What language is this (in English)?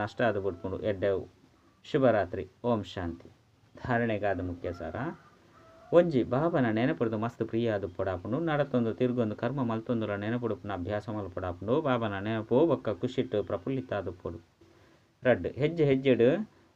Tulu